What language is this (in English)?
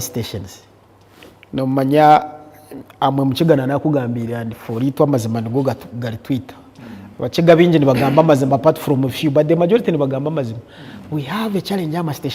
Nyankole